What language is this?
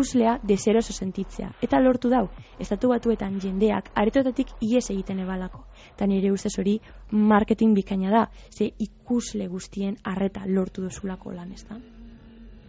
Basque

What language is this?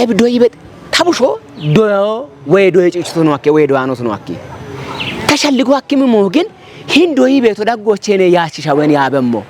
Kafa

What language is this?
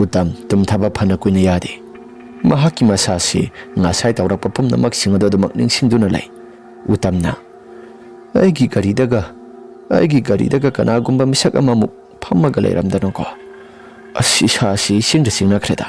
Manipuri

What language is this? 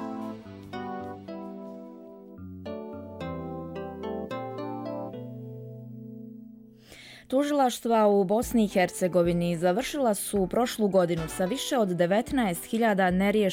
Bosnian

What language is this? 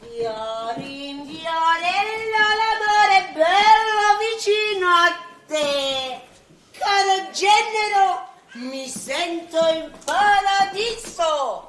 Sicilian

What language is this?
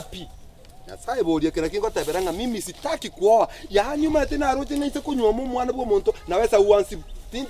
Gusii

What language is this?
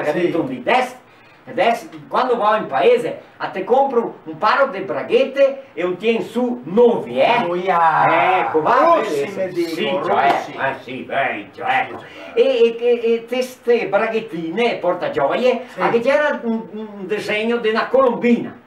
Venetian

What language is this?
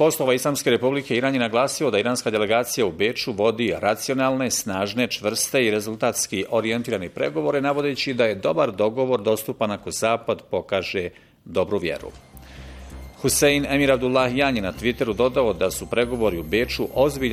Bosnian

